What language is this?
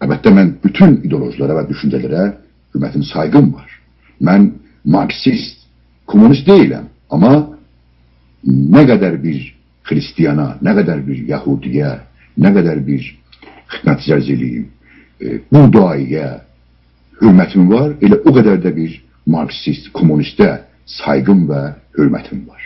South Azerbaijani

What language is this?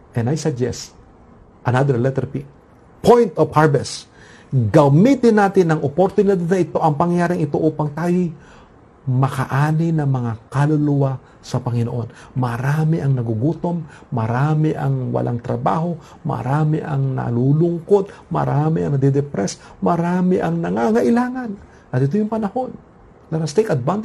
Filipino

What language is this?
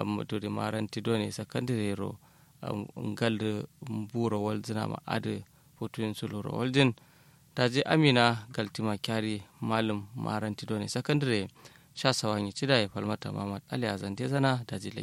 Kanuri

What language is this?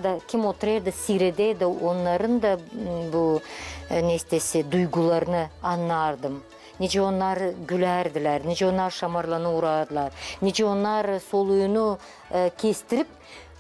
Gagauz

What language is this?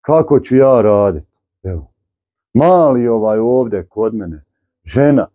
Bosnian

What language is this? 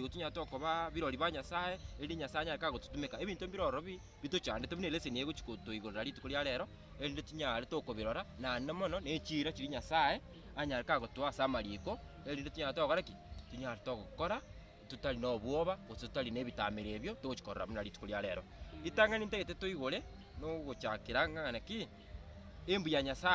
Gusii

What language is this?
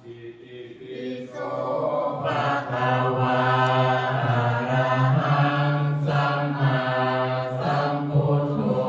Pali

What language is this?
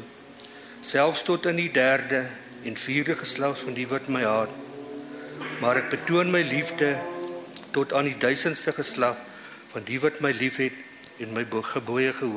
Afrikaans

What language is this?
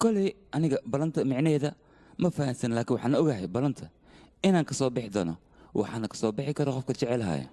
Somali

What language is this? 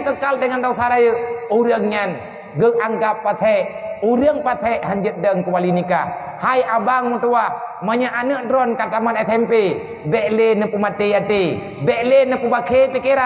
Achinese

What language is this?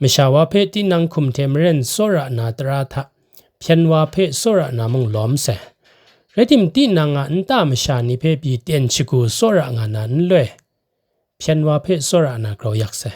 Kachin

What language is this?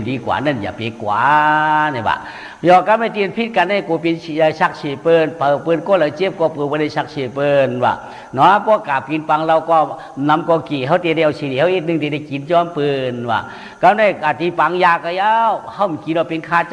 Shan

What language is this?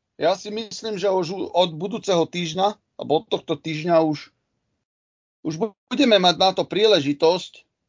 Slovak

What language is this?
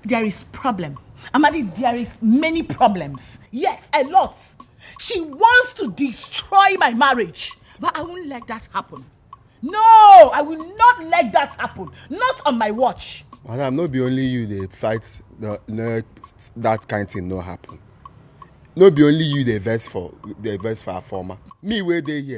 Nigerian Pidgin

